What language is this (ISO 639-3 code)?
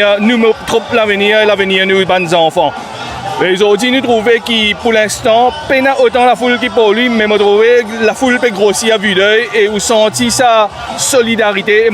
mfe